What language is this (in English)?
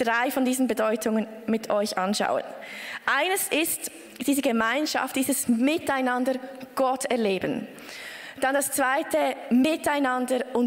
Swiss German